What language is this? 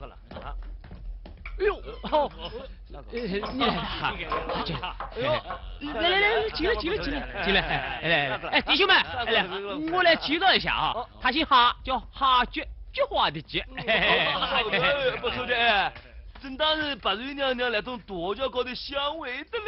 Wu Chinese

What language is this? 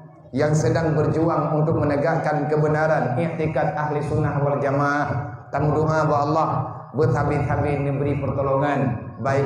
Achinese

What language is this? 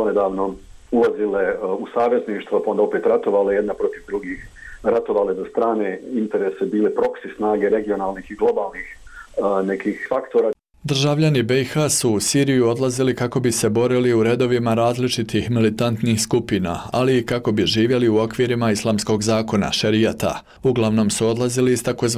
Bosnian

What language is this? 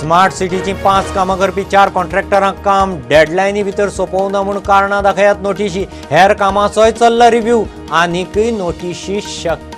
Konkani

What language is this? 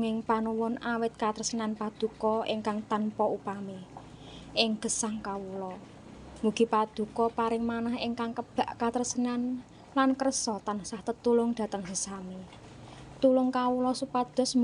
Javanese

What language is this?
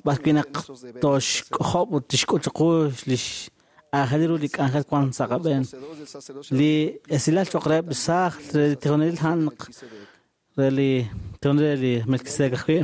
Kekchí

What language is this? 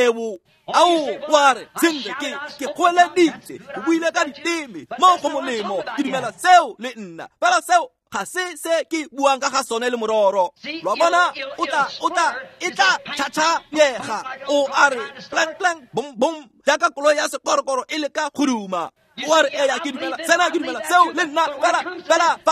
Tswana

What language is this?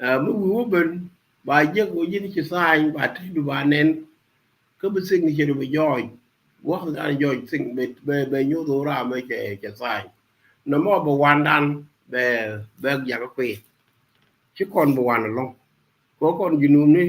Nuer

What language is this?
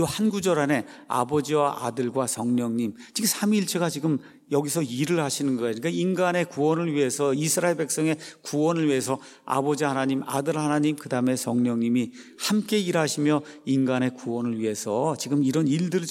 Korean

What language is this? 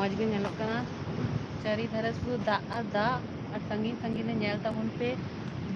Santali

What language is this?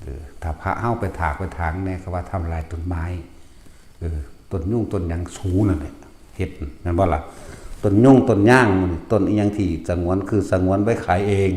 Northeastern Thai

